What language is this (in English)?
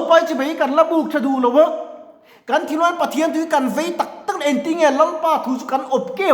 Mizo